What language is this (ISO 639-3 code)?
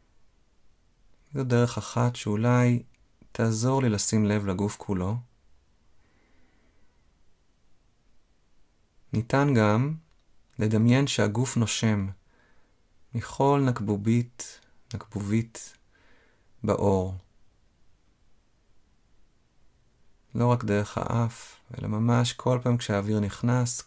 heb